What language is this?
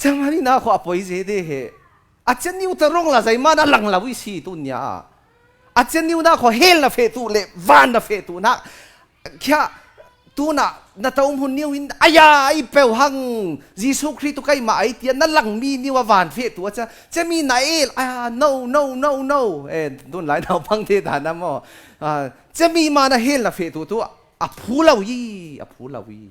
Falam Chin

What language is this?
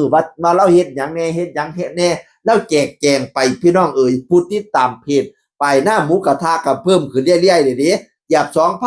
Northeastern Thai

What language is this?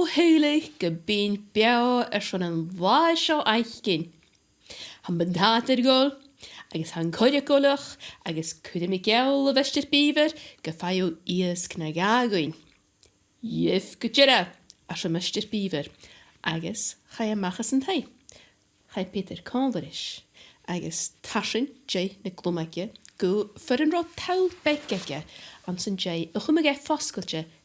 Scottish Gaelic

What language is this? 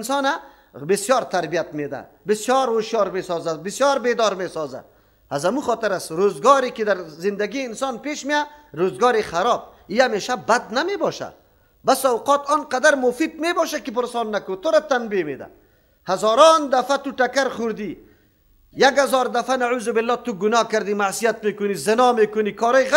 Persian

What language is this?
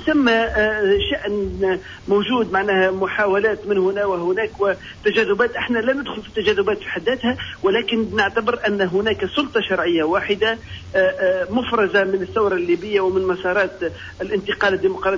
Tunisian Arabic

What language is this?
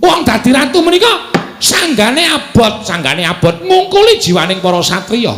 Javanese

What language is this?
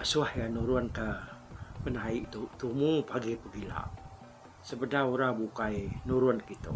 Iban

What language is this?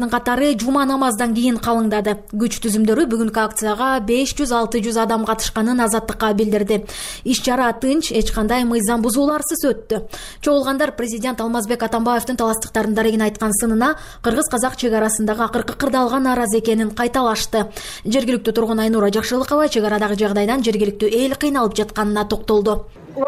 Kyrgyz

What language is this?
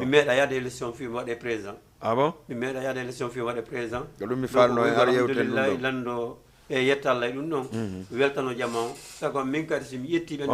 Fula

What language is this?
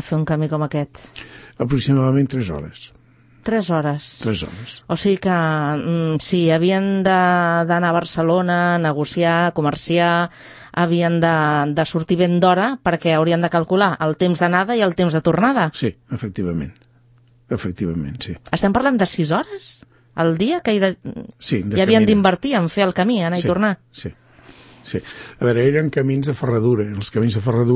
Catalan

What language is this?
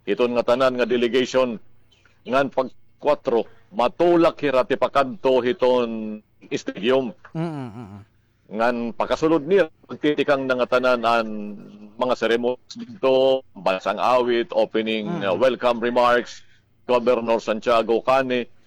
Waray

